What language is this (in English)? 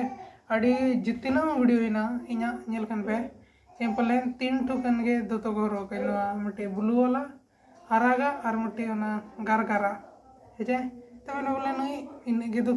Santali